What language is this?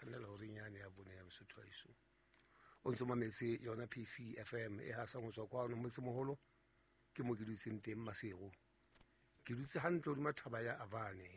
Southern Sotho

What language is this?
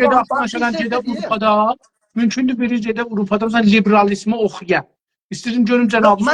South Azerbaijani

